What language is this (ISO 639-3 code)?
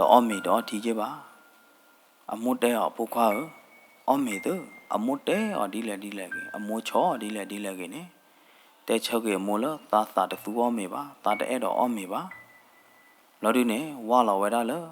ksw